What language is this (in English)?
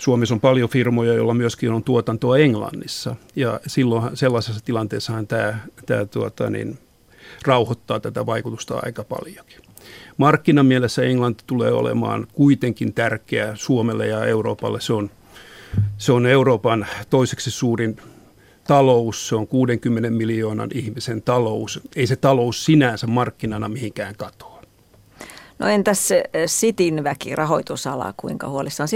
Finnish